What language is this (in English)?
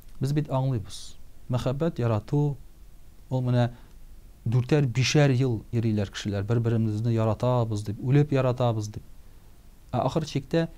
Tatar